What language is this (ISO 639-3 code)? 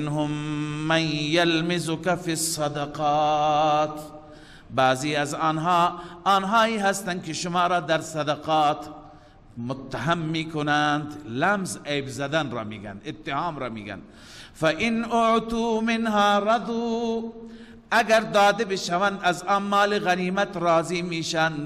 fas